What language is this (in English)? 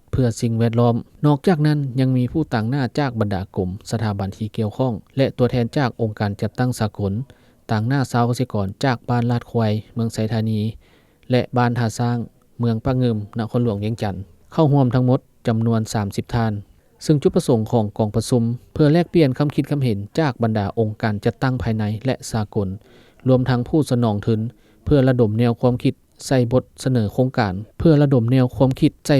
Lao